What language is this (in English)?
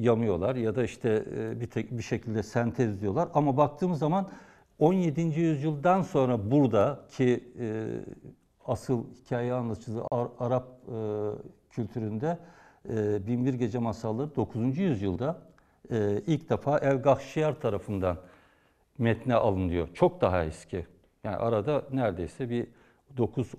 Turkish